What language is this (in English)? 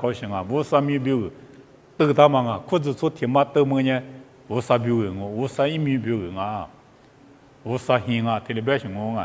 Lisu